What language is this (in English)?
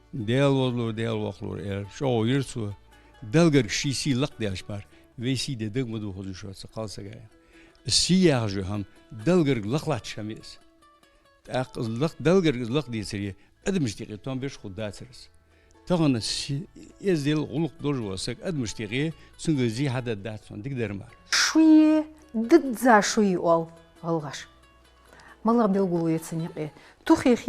Ingush